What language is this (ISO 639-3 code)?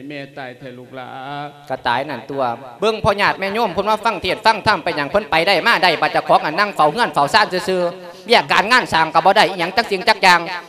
lao